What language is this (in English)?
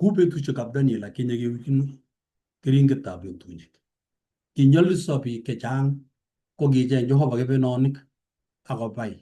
Kalenjin